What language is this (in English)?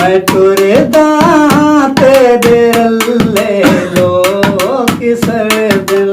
Saraiki